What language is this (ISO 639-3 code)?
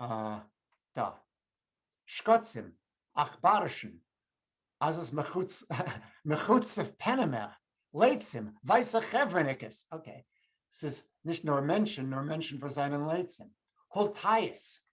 yid